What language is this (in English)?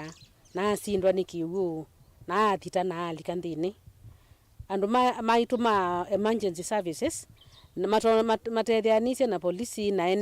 Kamba